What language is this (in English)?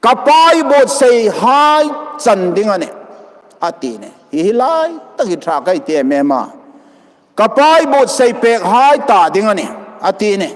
Hmar